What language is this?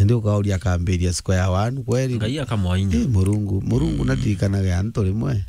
Meru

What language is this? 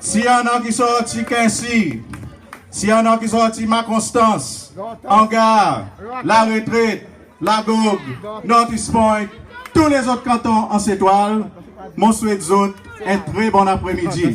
Seselwa Creole French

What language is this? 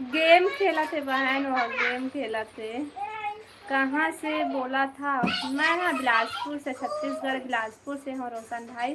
Chhattisgarhi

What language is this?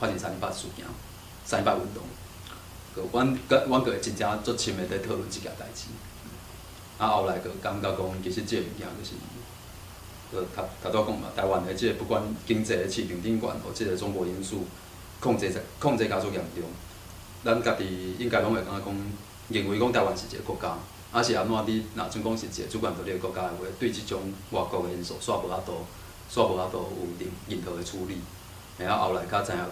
Min Nan Chinese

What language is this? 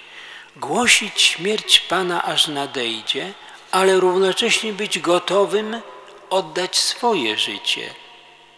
Polish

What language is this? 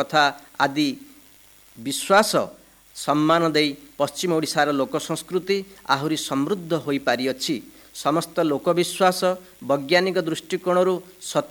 Odia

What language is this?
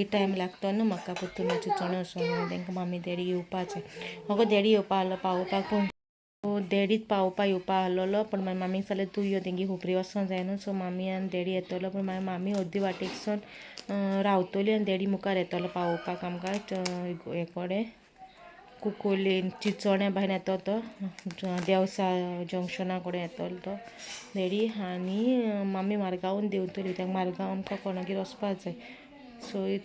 Konkani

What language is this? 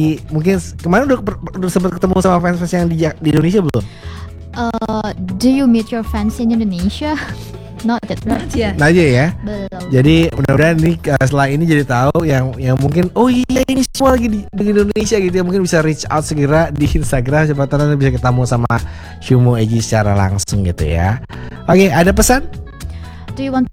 Indonesian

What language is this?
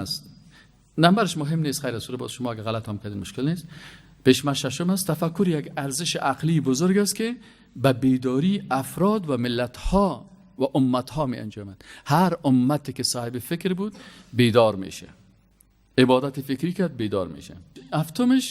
Persian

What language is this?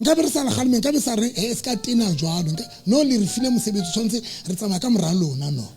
Southern Sotho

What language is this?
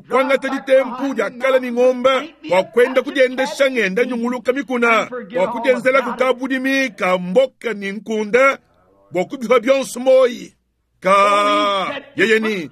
Luba-Lulua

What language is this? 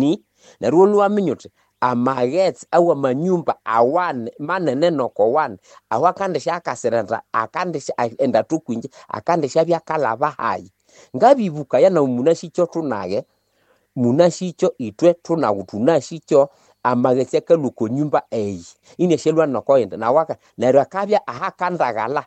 Nande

